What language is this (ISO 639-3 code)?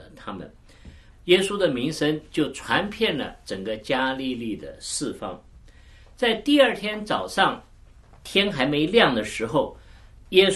zho